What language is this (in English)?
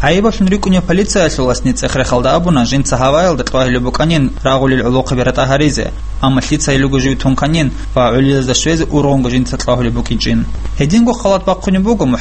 Avaric